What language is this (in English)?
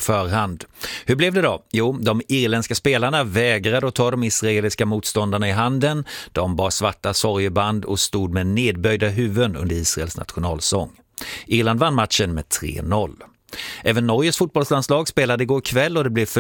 Swedish